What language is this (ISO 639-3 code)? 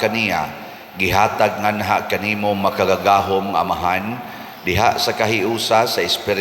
ceb